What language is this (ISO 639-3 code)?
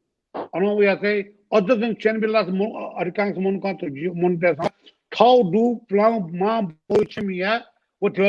new